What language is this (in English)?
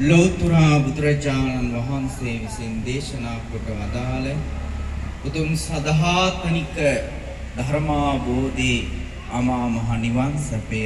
Sinhala